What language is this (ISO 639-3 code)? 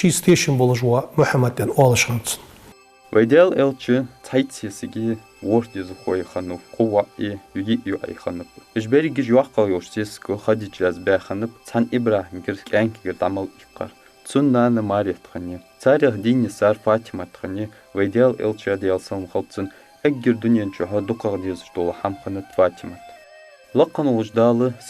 inh